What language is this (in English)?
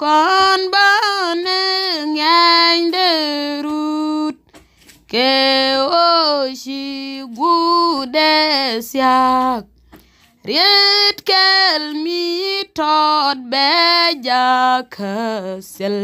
Nuer